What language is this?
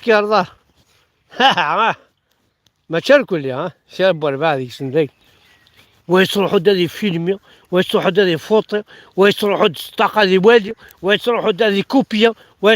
Kabyle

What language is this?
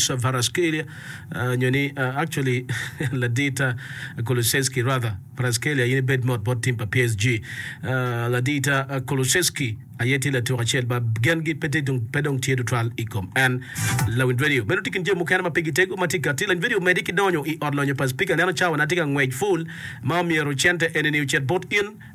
Acoli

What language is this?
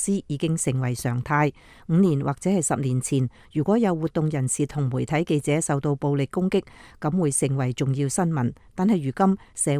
Cantonese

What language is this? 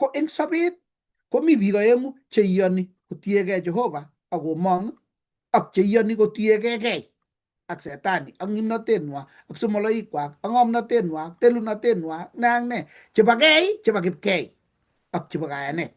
Kalenjin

